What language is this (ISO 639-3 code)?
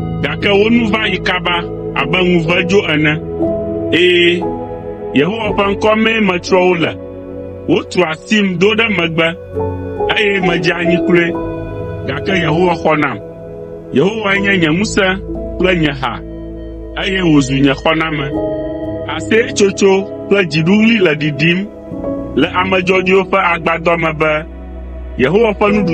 ewe